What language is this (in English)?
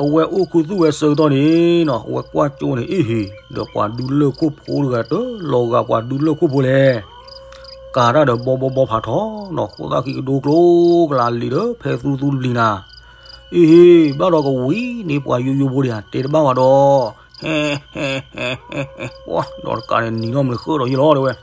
S'gaw Karen